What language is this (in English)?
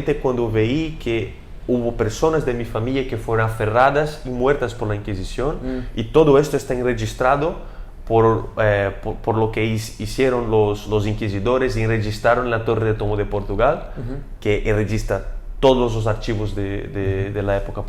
Ladino